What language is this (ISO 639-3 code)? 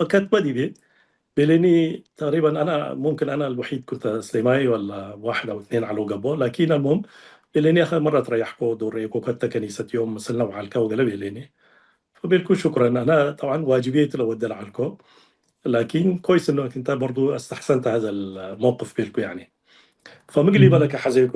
tig